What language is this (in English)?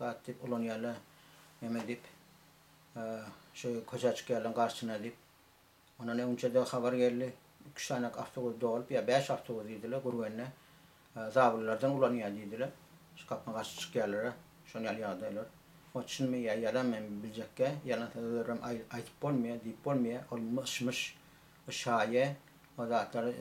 Turkmen